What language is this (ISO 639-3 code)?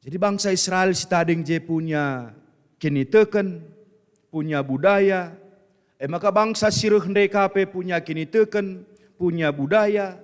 btx